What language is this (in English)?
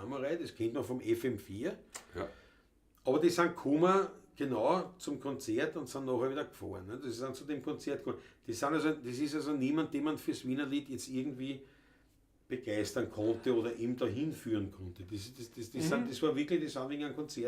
Bavarian